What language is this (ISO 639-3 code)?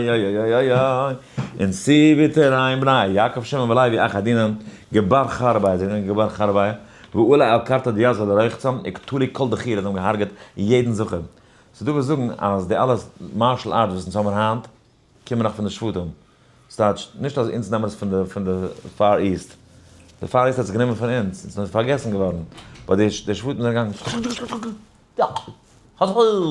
yid